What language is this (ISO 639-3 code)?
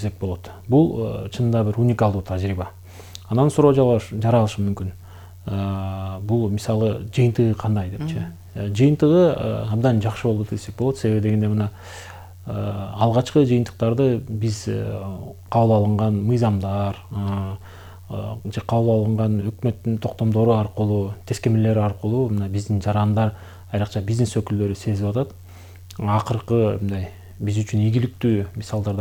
kir